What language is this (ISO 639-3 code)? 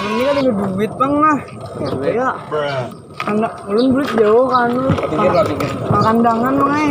bjn